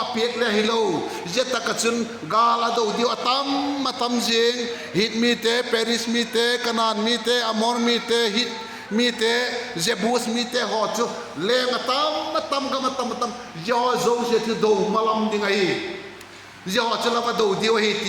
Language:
Vaiphei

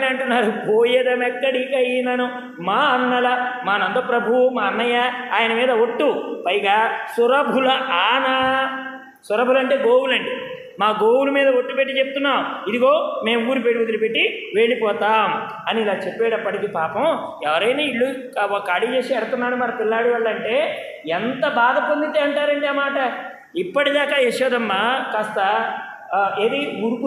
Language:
Telugu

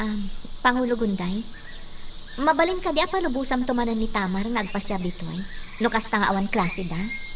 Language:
Iloko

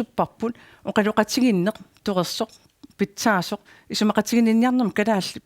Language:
Kalaallisut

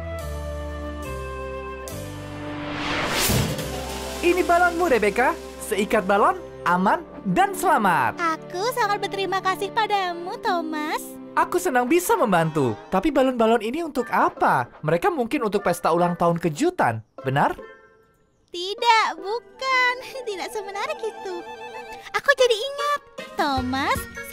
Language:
Indonesian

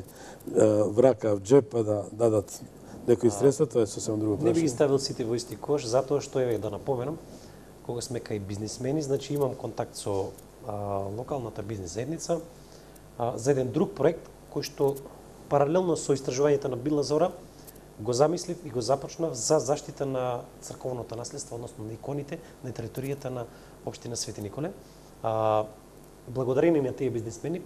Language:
Macedonian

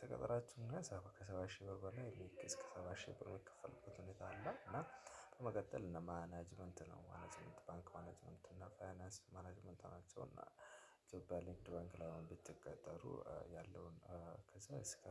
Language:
Amharic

